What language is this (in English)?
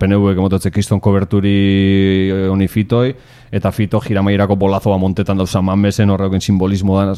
Basque